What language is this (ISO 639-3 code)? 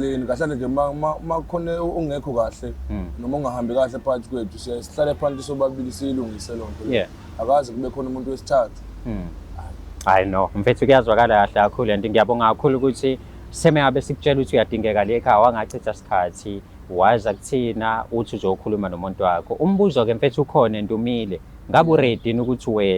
zul